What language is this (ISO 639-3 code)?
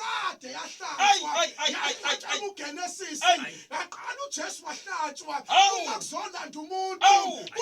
zul